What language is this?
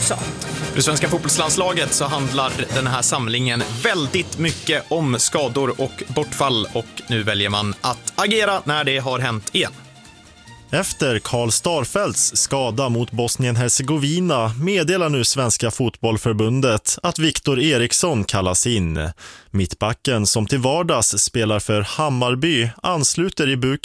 Swedish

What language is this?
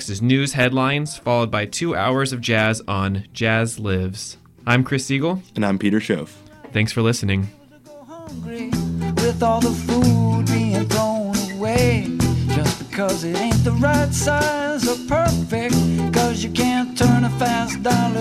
English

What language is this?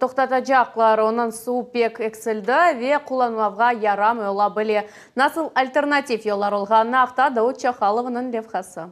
Crimean Tatar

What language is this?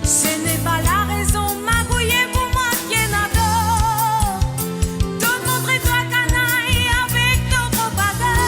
Morisyen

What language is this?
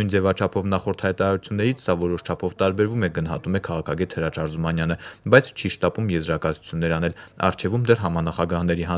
Armenian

